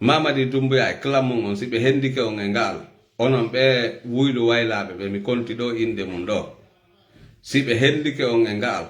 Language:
Fula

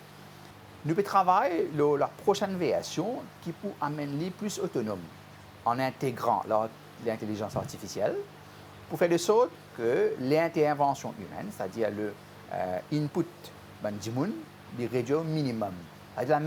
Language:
Morisyen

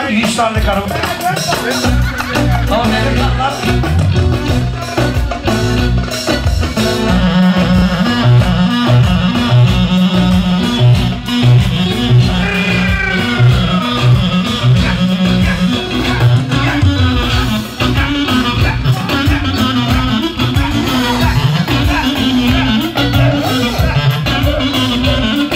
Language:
Turkish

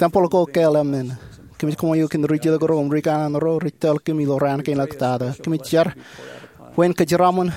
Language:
Marshallese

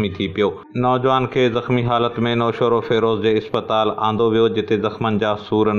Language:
Sindhi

